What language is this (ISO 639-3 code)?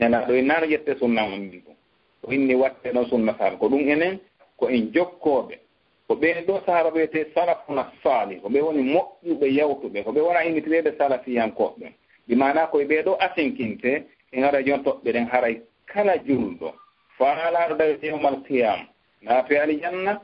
ful